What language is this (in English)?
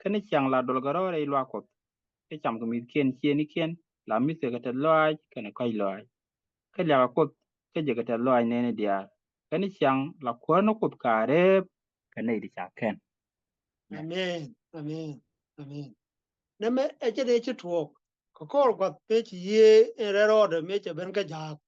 Nuer